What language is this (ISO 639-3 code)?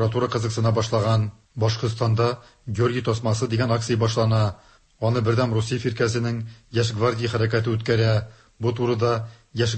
tat